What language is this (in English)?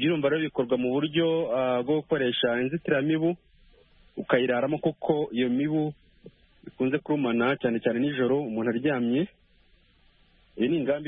Kinyarwanda